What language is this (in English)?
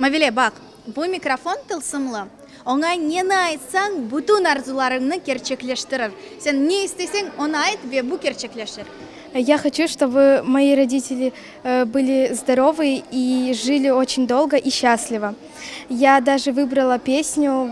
Crimean Tatar